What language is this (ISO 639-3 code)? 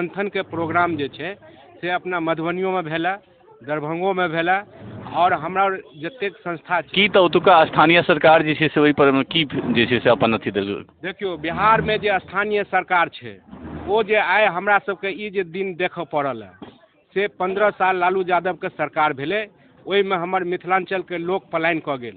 mai